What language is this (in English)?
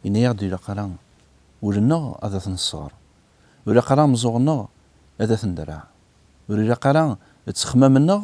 Kabyle